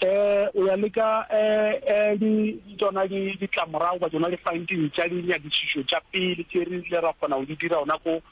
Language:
Northern Sotho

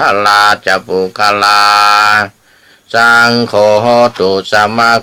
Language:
Pali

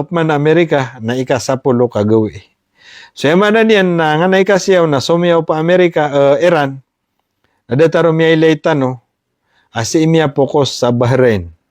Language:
Maranao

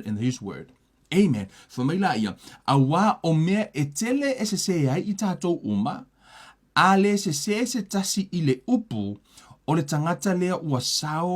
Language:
Samoan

